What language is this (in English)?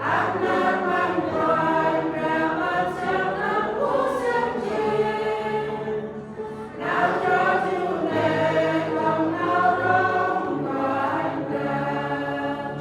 Central Mnong